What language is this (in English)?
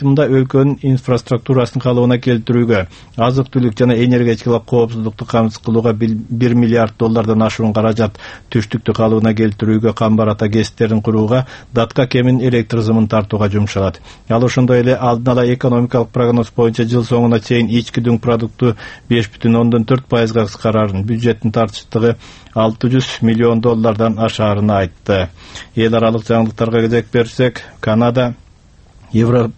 Kyrgyz